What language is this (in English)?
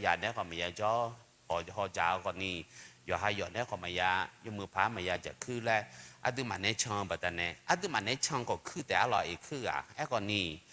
Akha